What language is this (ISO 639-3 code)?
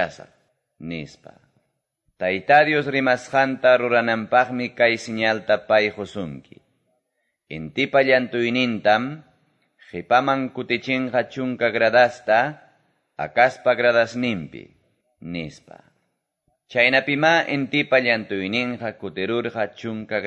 que